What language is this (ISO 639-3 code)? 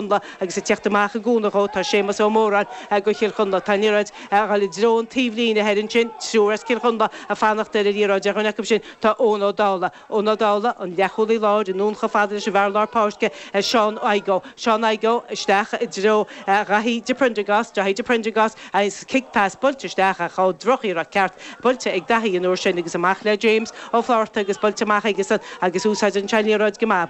gle